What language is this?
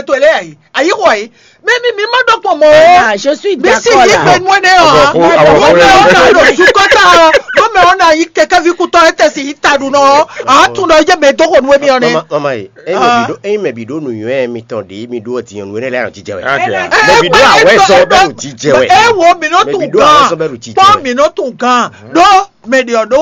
Fon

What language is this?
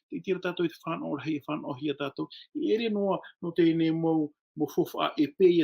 Tahitian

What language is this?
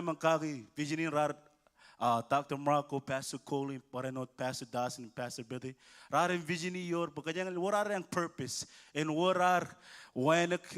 Marshallese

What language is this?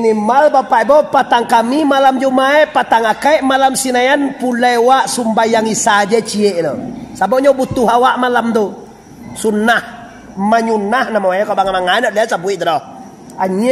Minangkabau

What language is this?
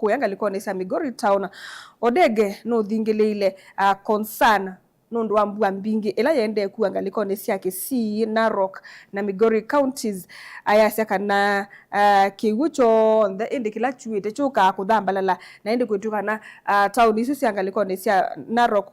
Kamba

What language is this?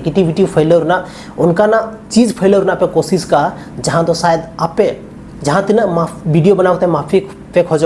Santali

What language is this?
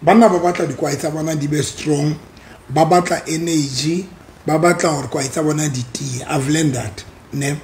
Southern Sotho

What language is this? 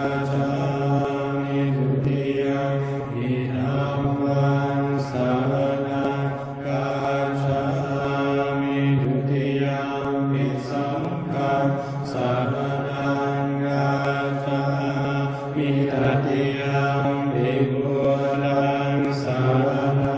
Pali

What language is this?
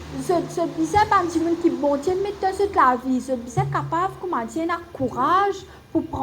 Morisyen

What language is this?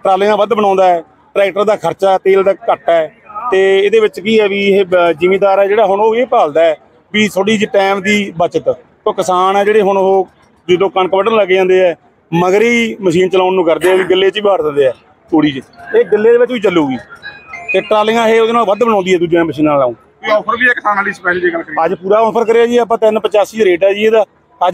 Punjabi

